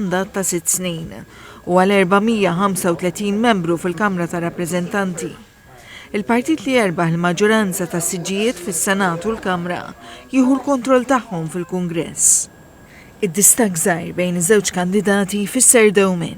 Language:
Maltese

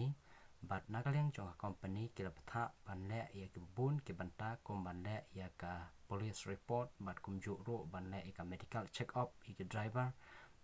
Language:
Khasi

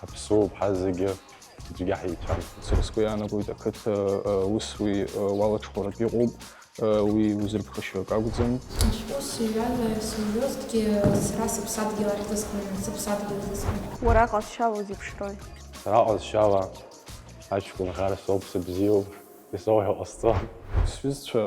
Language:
Abkhazian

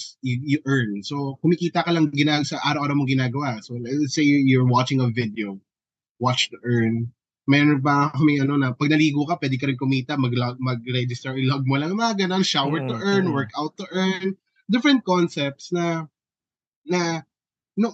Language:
Filipino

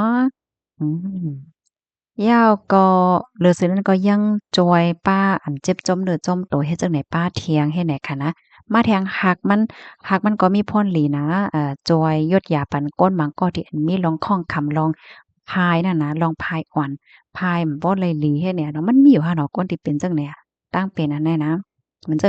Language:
Shan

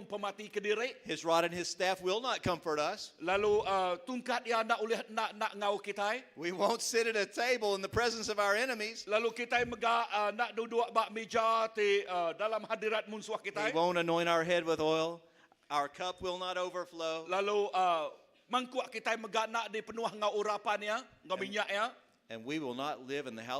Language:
Iban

